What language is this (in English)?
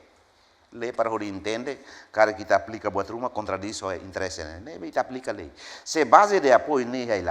Tetum